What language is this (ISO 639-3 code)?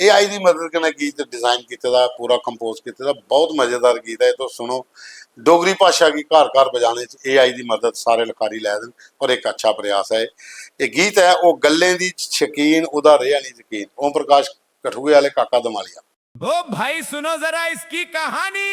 doi